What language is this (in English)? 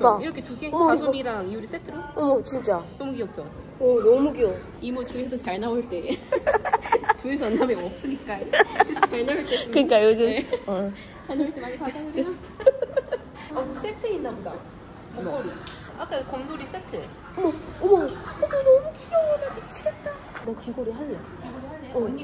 Korean